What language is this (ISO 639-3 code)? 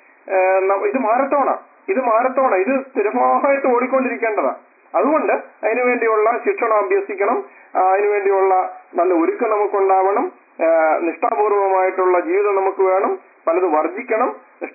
mal